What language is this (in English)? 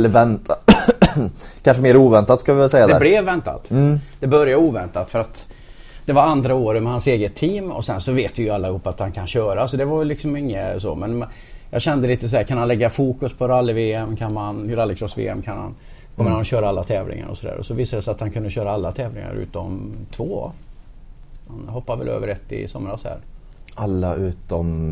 Swedish